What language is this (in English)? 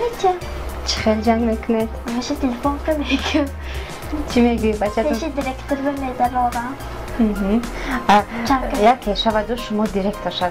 Tajik